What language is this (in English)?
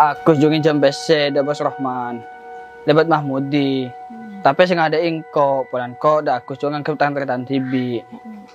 Madurese